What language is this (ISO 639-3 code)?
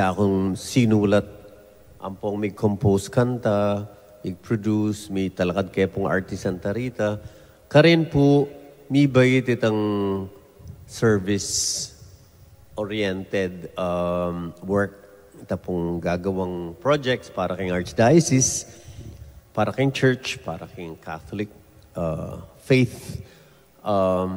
pam